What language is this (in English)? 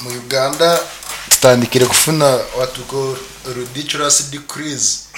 Nyankole